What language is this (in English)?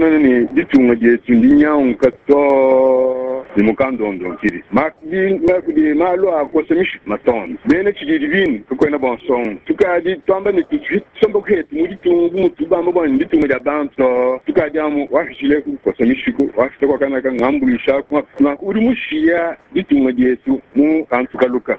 Luba-Lulua